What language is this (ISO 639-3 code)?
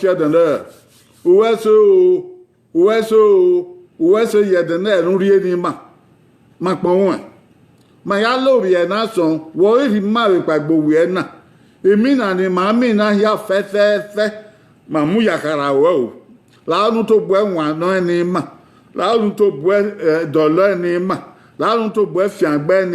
bin